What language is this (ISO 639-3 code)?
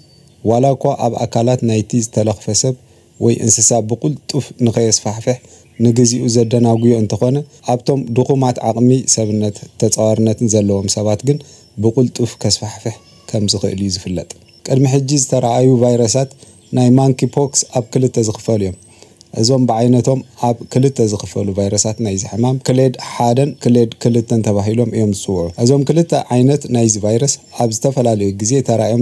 tir